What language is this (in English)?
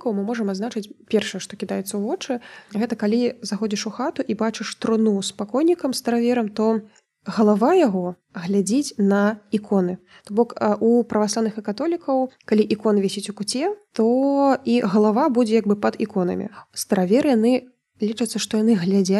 Belarusian